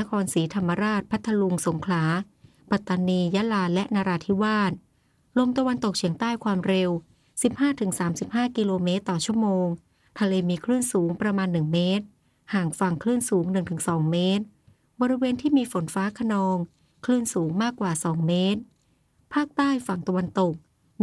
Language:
Thai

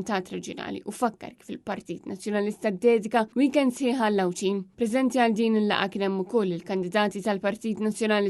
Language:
Maltese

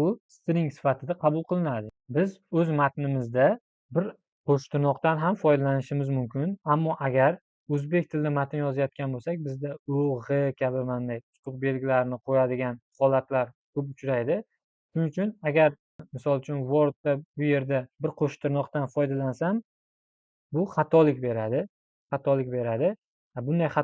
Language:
Uzbek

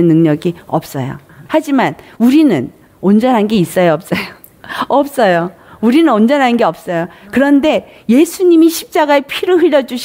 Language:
Korean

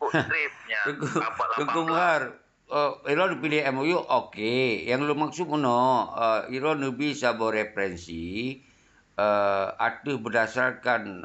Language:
Achinese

